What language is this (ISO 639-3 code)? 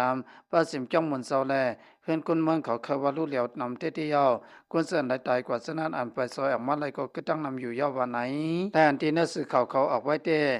shn